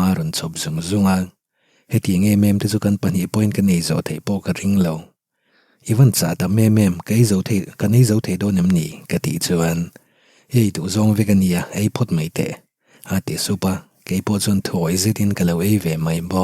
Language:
Mizo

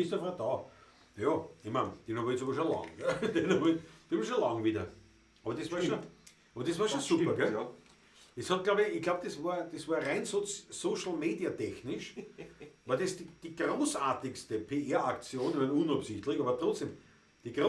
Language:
Bavarian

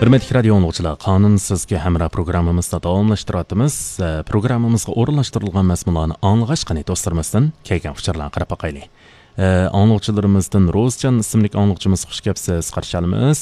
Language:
Uyghur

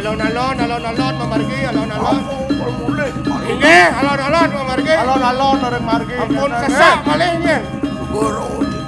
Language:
Balinese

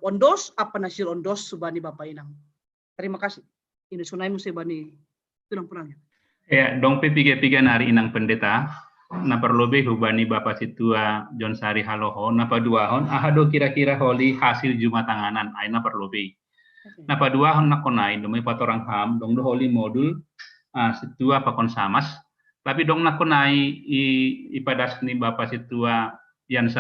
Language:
Batak Simalungun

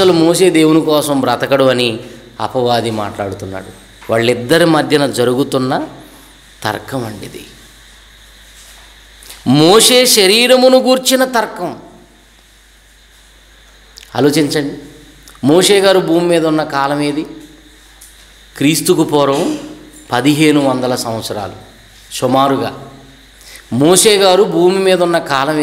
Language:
Telugu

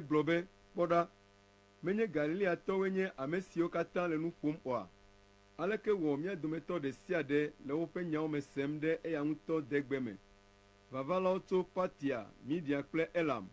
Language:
Ewe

